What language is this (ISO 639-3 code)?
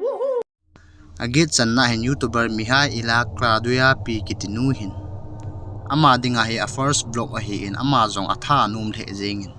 tcz